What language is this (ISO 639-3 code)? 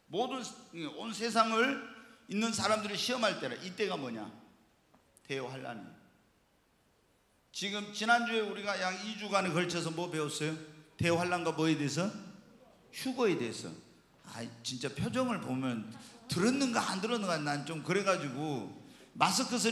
kor